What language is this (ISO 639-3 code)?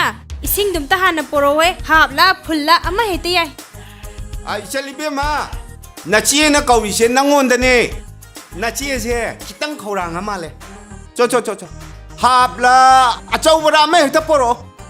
mni